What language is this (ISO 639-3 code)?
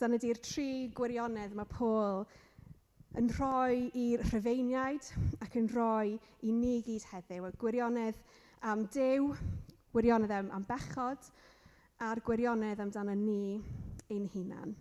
cym